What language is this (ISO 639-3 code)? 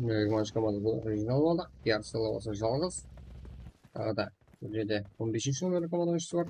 kaa